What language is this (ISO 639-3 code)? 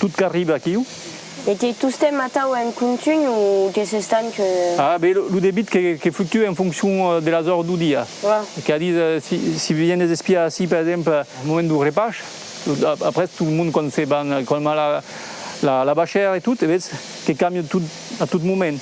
oci